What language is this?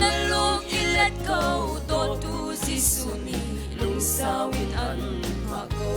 Falam Chin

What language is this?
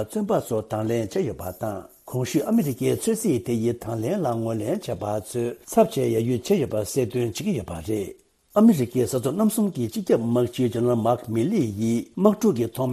Tibetan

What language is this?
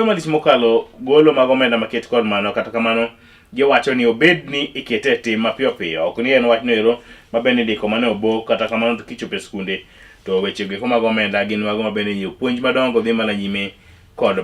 Luo (Kenya and Tanzania)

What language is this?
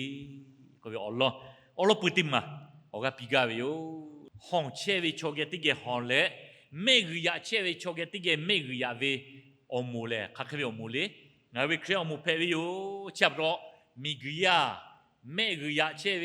Lahu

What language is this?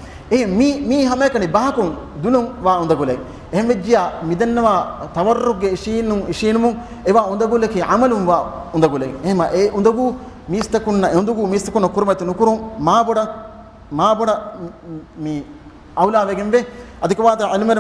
Divehi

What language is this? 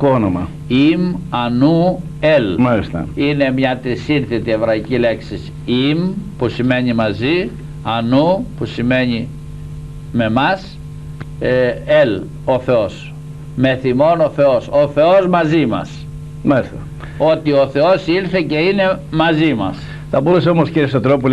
Greek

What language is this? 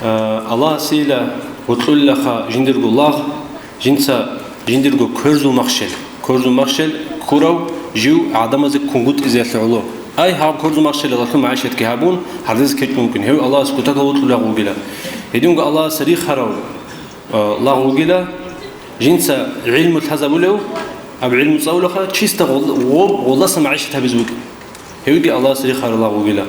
Avaric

